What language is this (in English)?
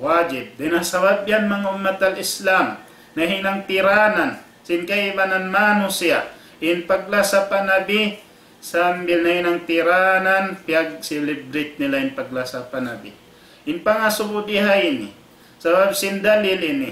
Tausug